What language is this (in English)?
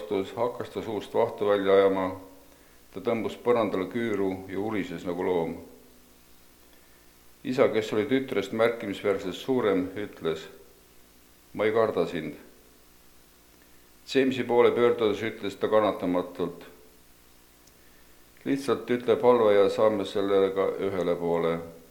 Estonian